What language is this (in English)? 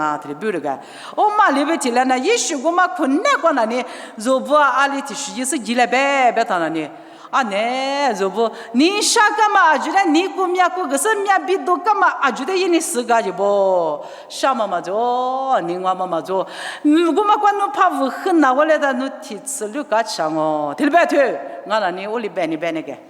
Lisu